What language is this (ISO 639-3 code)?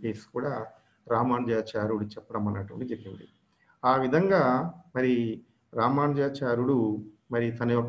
tel